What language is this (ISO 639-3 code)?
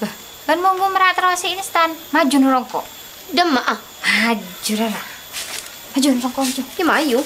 mad